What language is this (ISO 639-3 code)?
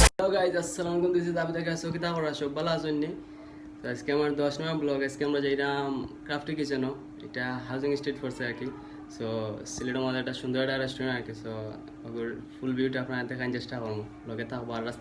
syl